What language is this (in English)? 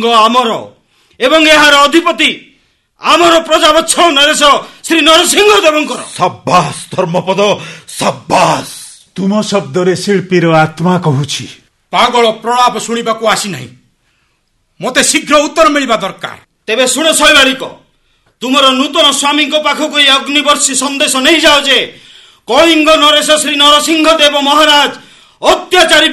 Odia